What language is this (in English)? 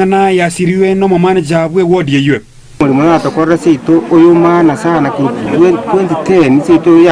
Gusii